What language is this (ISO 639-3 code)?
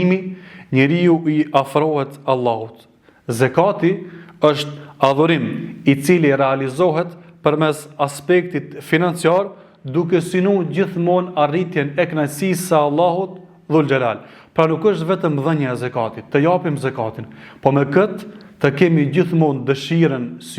sqi